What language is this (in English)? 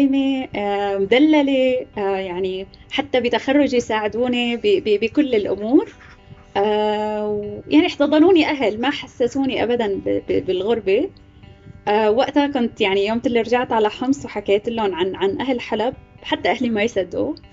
North Levantine Arabic